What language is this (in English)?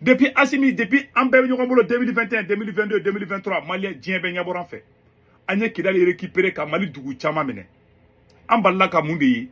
Bambara